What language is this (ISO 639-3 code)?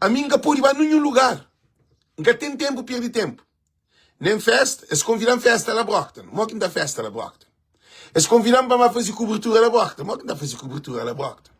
kea